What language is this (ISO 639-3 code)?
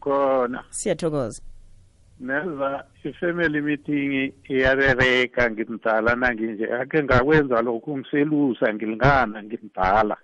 nbl